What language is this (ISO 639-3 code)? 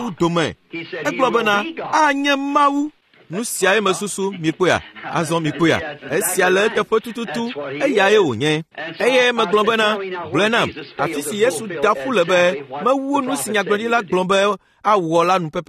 ewe